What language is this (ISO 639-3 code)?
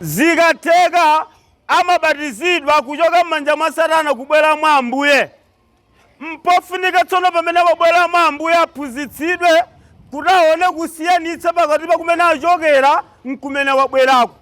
nya